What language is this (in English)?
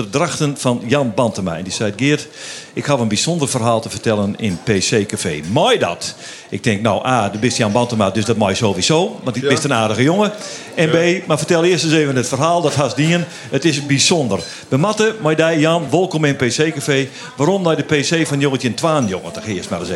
Western Frisian